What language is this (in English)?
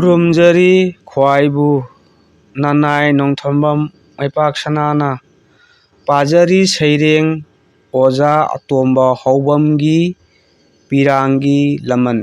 Manipuri